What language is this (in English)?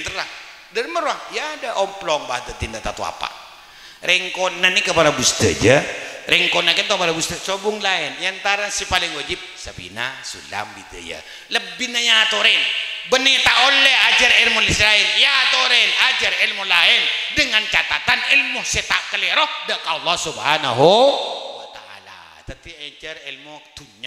Madurese